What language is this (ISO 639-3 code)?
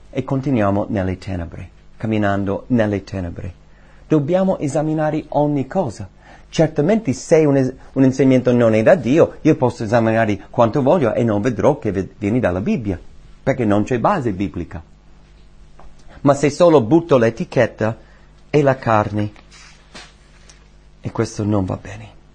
ita